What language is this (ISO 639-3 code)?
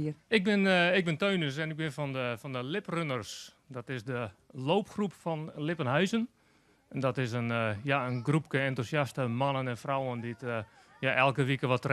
fry